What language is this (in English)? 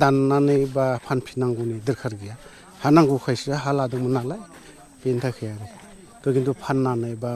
Bodo